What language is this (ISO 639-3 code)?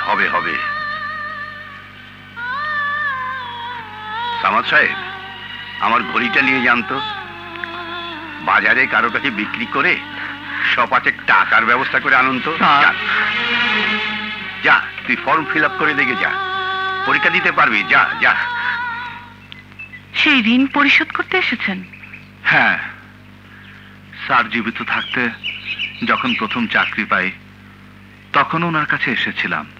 ben